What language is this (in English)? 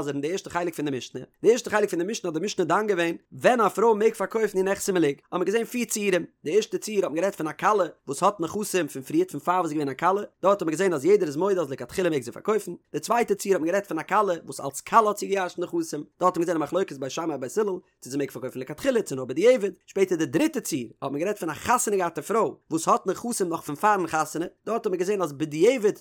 Yiddish